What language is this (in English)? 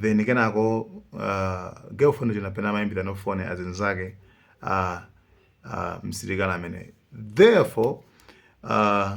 Nyanja